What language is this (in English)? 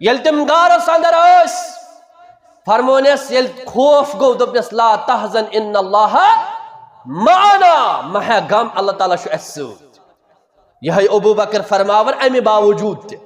Kashmiri